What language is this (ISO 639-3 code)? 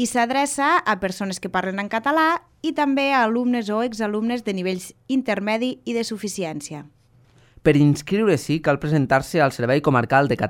cat